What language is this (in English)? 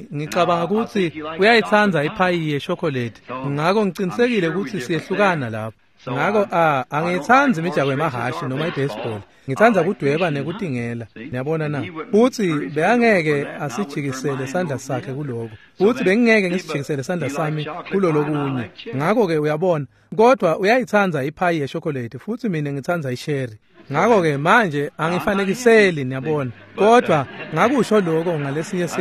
Swati